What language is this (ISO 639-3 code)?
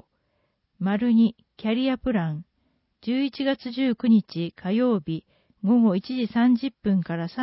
jpn